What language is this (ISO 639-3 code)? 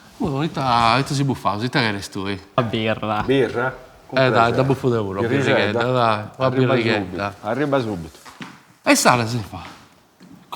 srd